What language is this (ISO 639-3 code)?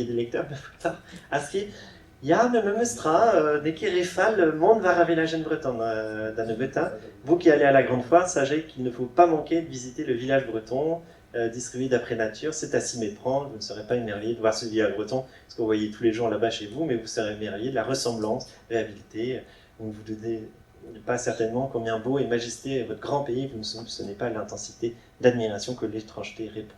bre